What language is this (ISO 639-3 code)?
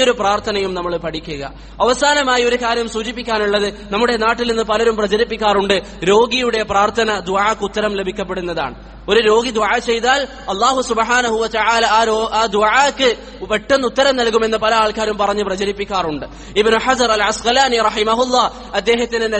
mal